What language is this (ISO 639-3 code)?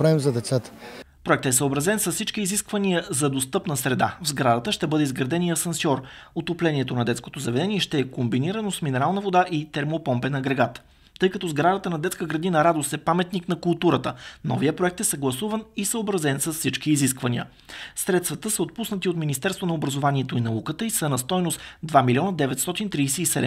bul